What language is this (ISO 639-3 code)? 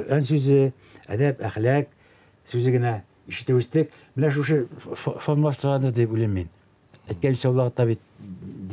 tat